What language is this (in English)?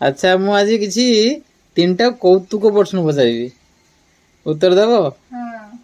Odia